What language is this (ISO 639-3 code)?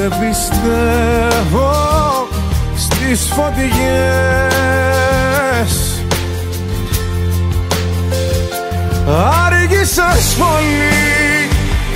ell